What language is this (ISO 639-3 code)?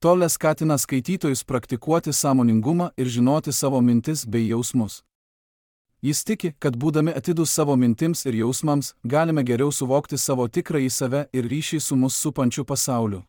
lit